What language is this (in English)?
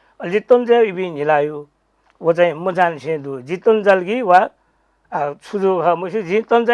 Newari